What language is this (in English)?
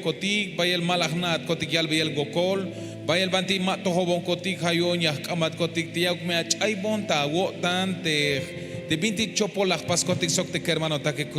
Tzeltal